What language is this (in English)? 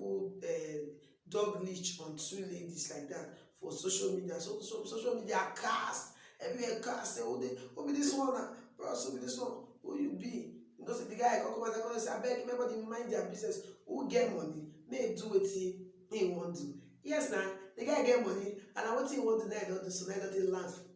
Nigerian Pidgin